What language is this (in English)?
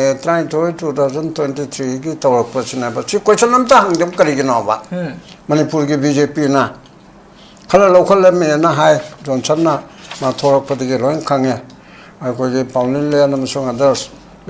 Manipuri